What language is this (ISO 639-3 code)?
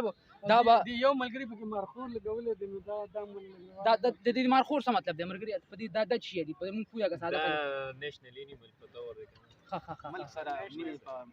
pus